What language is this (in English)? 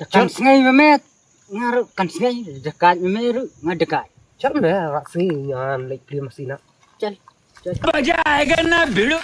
Khasi